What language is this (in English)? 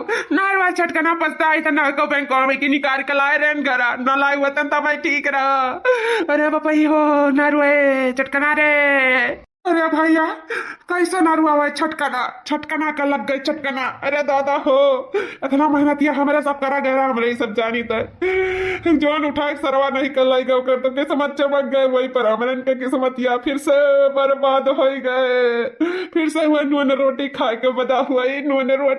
Awadhi